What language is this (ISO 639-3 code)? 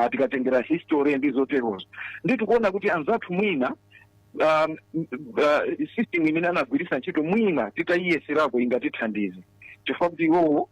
nya